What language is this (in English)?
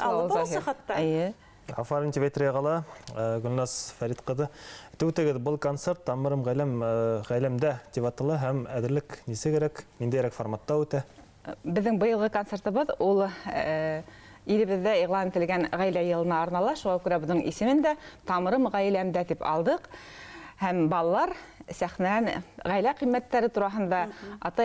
Bashkir